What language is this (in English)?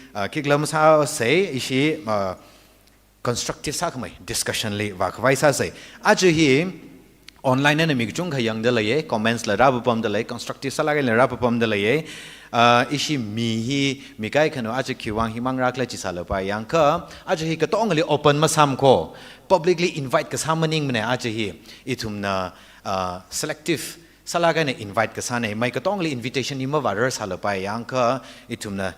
Tangkhul Naga (India)